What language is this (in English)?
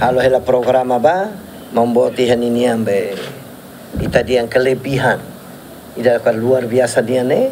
Tetum